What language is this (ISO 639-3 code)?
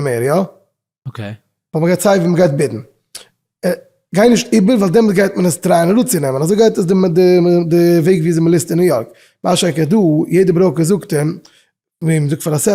yid